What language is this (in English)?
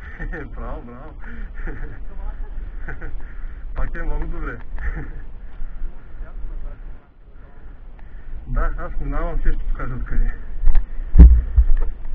Bulgarian